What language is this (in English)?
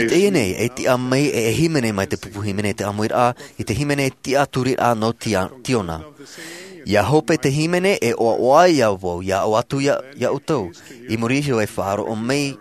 Tahitian